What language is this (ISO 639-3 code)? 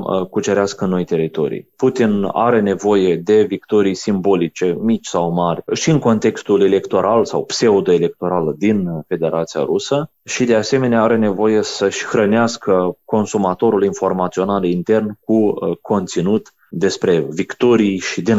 ron